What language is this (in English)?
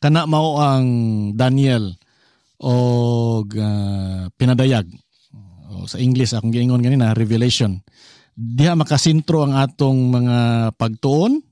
Cebuano